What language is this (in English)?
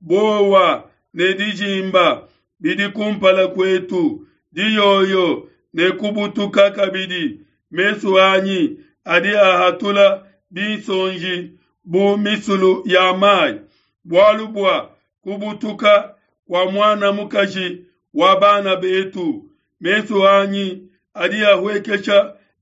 Luba-Lulua